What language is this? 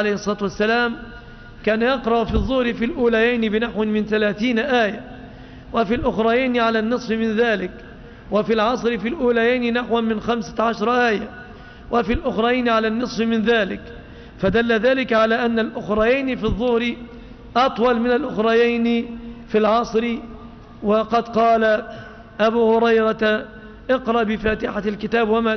Arabic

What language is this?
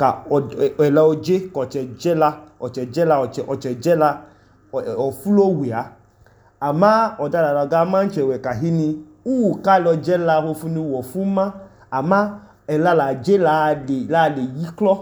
Idoma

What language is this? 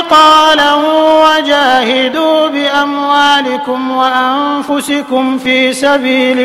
Arabic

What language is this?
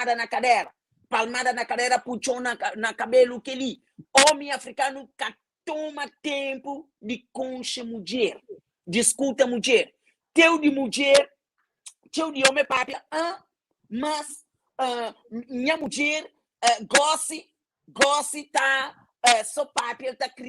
Kabuverdianu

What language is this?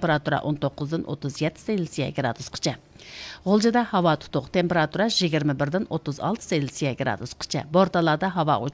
Uyghur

